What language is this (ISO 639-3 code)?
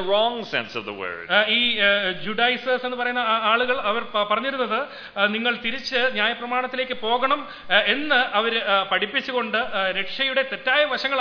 mal